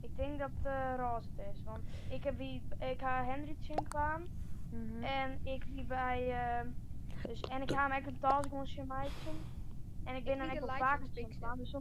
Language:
Western Frisian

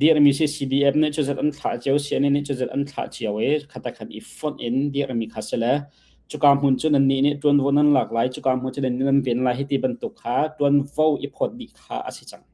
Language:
Hakha Chin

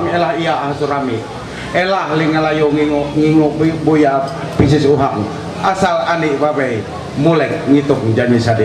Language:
Ma'anyan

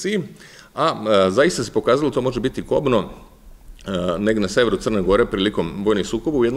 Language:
Serbian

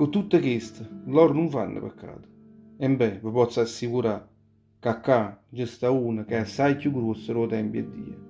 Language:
Neapolitan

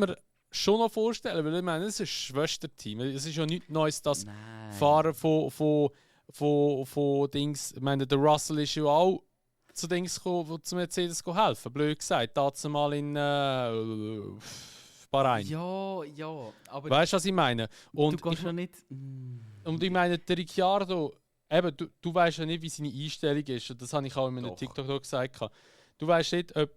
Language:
Swiss German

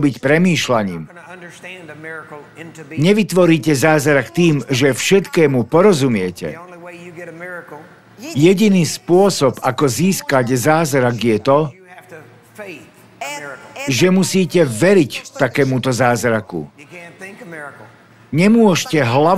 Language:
Slovak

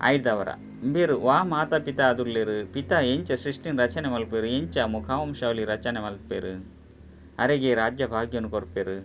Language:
Tulu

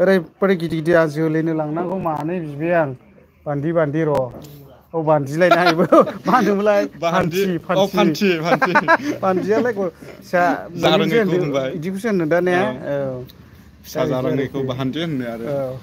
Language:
Bodo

